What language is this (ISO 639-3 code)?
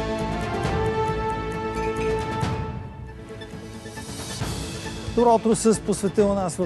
bul